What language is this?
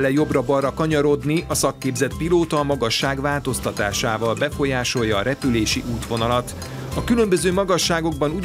Hungarian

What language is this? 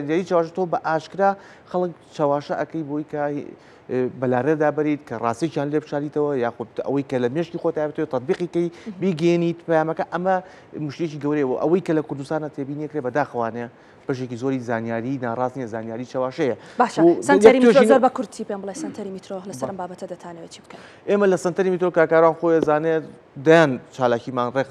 Central Kurdish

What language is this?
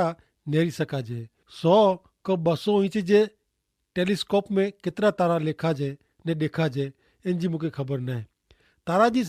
Kachhi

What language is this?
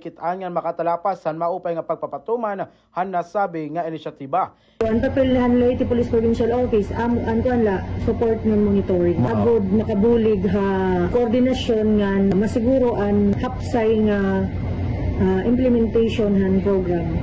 Waray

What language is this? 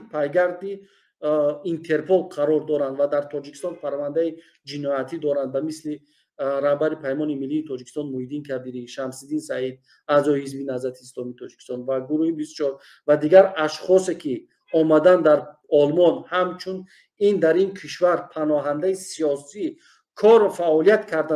Tajik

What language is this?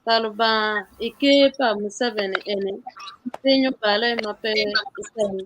Acoli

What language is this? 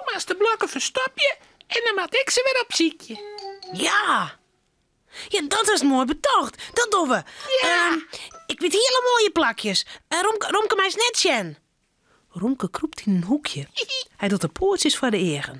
Western Frisian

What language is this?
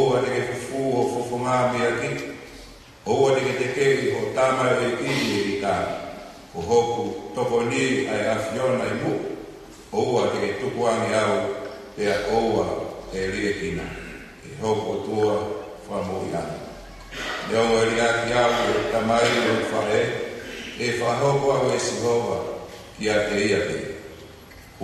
Tongan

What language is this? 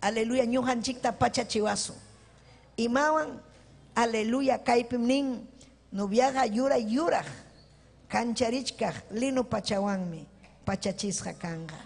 Ayacucho Quechua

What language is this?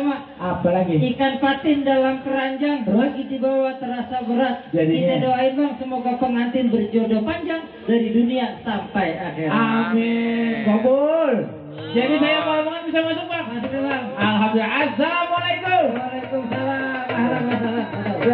Betawi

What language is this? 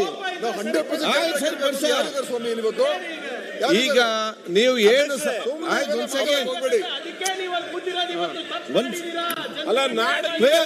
Kannada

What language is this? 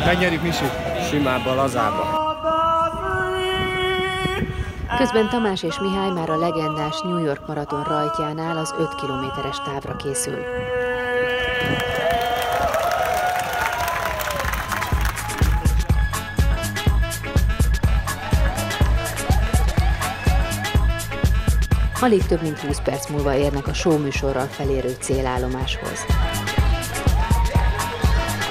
Hungarian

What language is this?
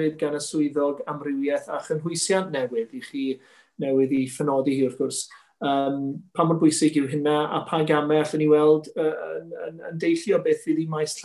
Welsh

